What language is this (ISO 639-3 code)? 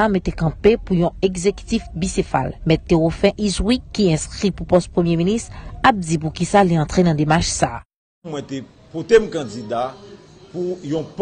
hat